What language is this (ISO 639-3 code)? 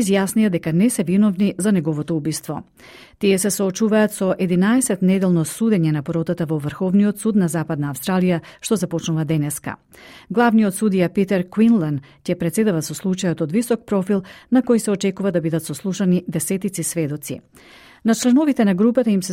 mkd